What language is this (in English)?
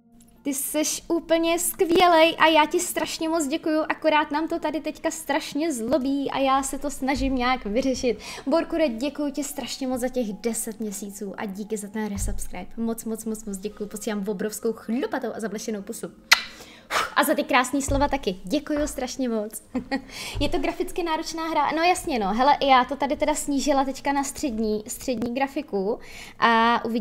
Czech